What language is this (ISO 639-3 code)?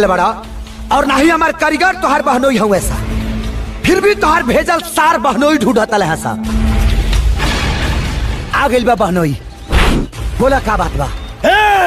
bho